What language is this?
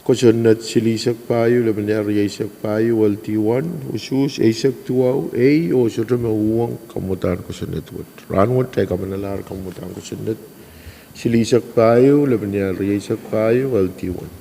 Pohnpeian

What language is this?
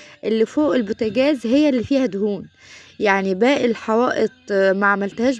Egyptian Arabic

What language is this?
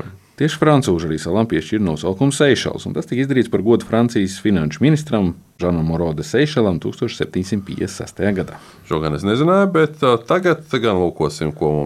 Latvian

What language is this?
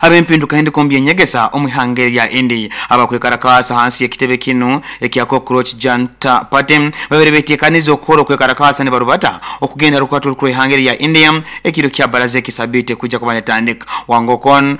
Nyoro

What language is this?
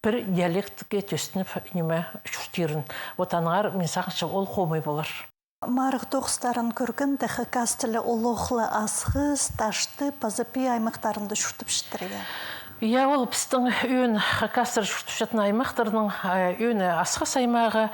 Khakas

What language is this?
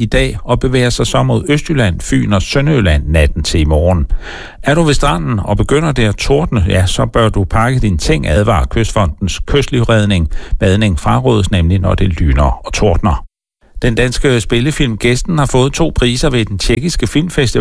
Danish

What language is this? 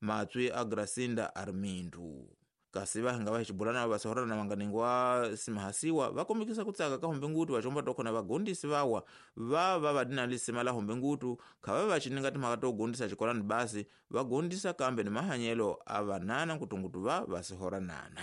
Tsonga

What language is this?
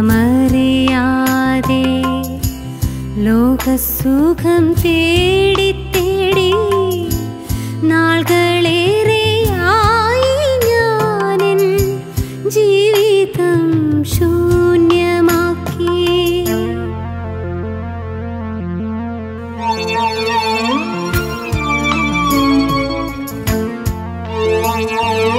Malayalam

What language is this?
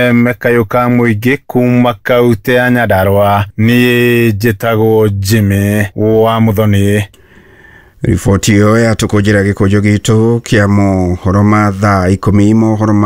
Kikuyu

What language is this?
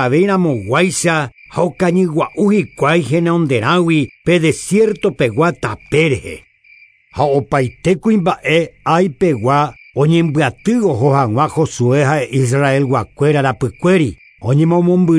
Guarani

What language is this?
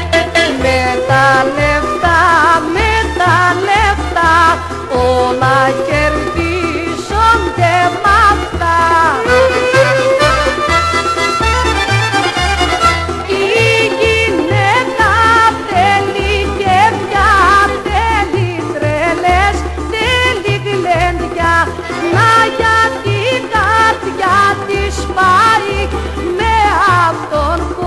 Greek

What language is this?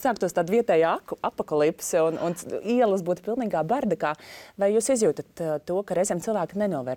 Latvian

